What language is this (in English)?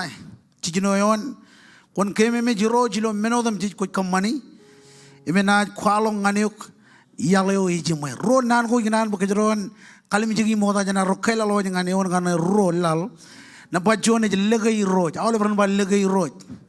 Marshallese